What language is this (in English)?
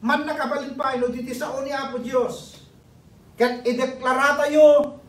Iloko